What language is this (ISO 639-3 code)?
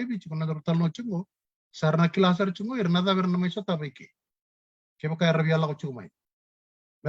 fij